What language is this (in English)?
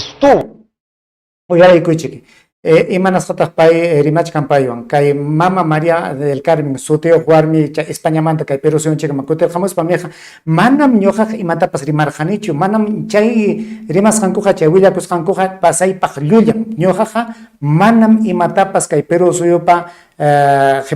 Ayacucho Quechua